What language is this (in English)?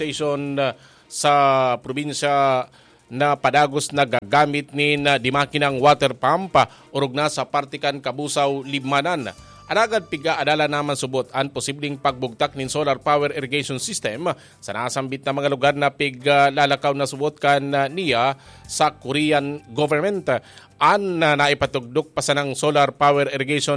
Bikol